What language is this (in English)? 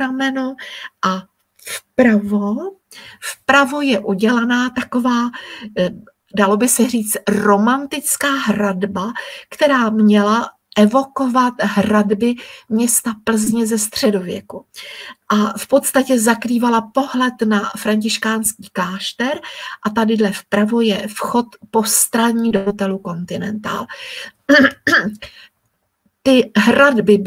Czech